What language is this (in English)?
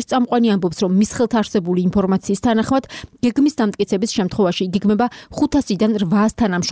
Georgian